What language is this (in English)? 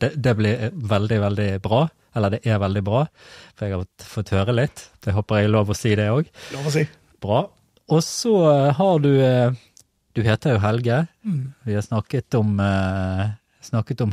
Norwegian